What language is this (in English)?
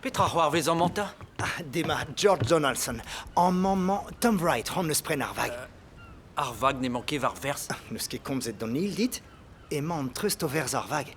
Breton